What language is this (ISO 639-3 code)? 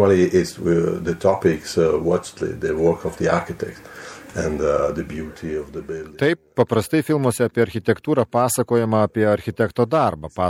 lit